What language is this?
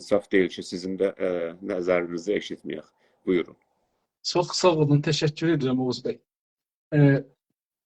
South Azerbaijani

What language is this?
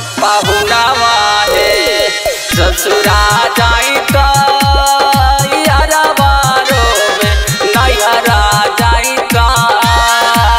Bhojpuri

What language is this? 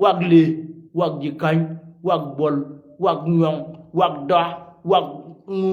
Nuer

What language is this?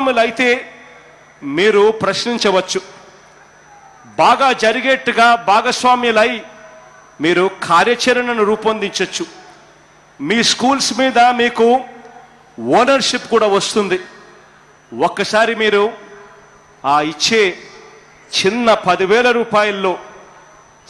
Telugu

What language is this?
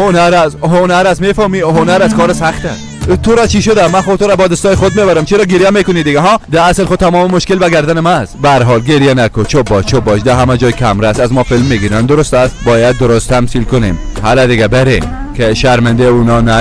Persian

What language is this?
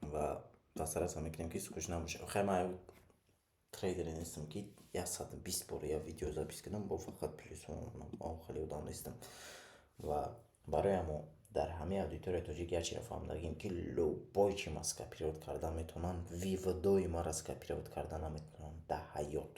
Tajik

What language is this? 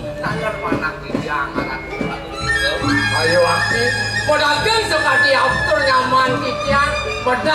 Balinese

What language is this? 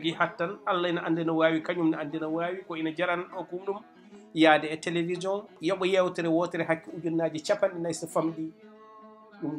Fula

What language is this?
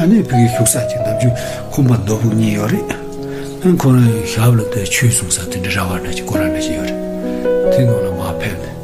Tibetan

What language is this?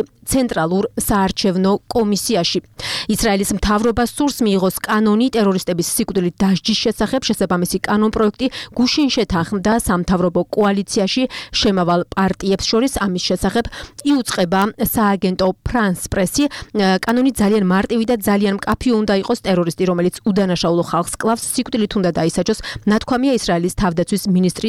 Georgian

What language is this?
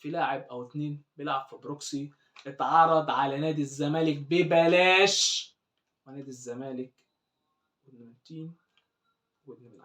Egyptian Arabic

